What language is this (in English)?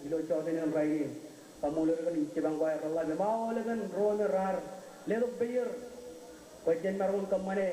Marshallese